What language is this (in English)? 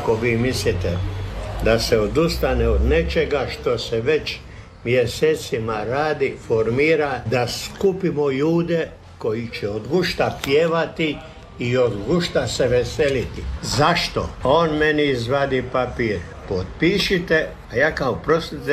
Croatian